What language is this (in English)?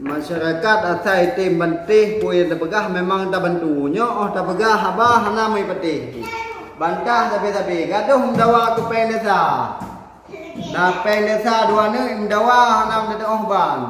Achinese